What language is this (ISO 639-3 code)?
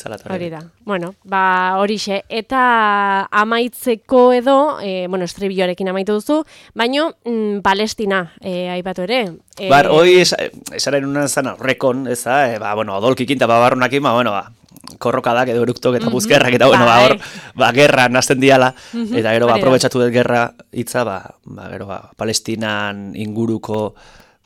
eus